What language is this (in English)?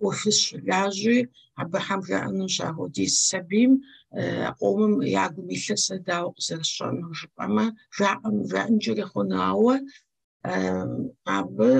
Kabardian